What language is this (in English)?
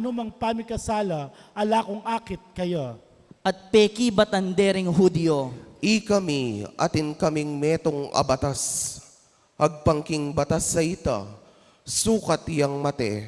Pampanga